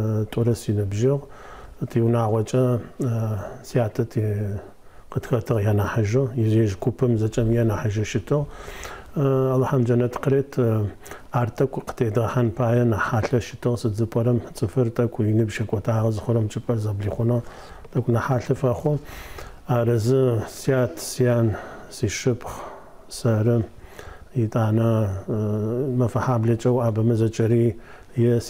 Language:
Adyghe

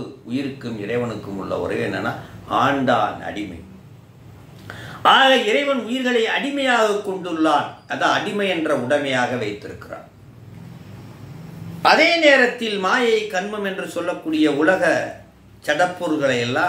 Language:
Tamil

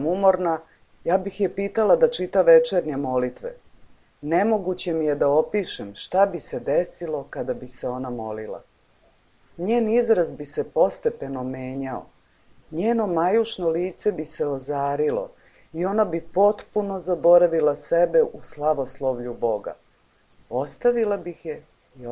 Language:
Serbian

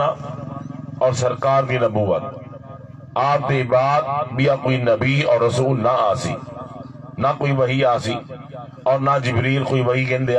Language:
Saraiki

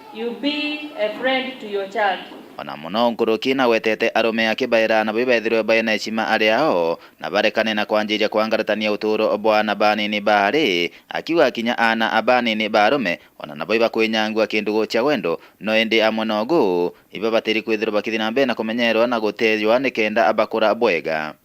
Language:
Meru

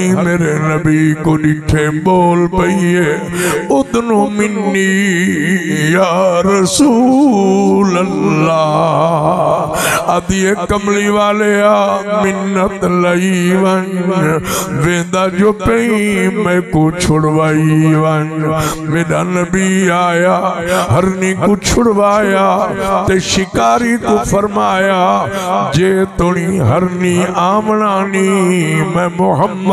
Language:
Saraiki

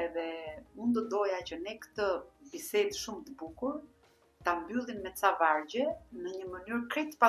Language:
Albanian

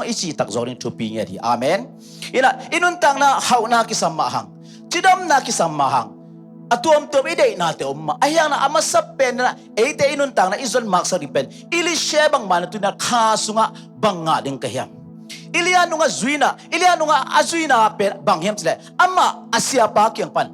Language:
Tedim Chin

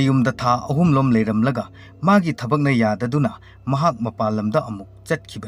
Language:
Manipuri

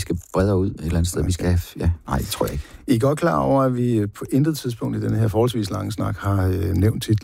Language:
Danish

